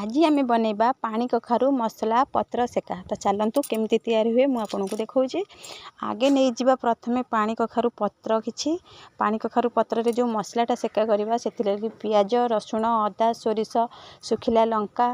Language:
Odia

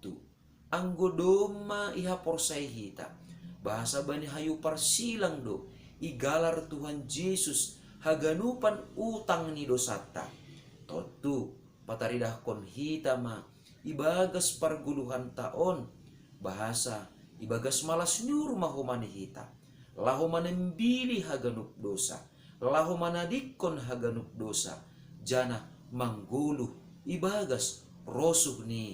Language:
Batak Simalungun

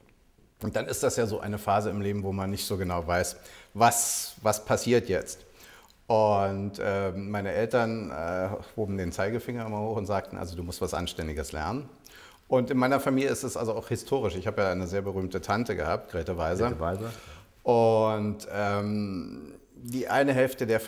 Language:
German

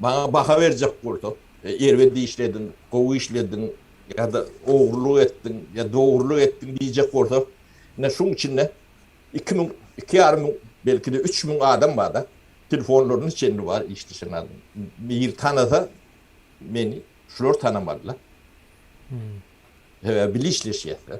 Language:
Turkmen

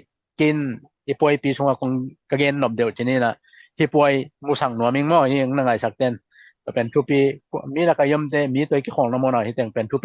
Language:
Tedim Chin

